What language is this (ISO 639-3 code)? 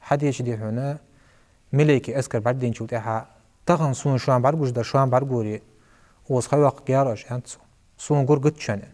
inh